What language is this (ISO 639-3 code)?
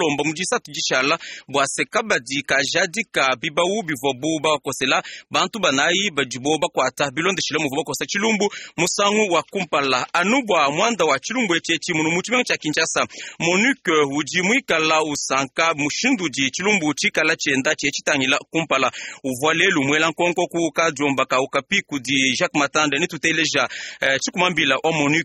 lua